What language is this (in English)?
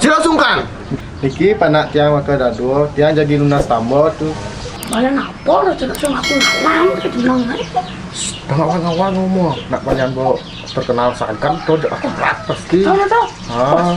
Balinese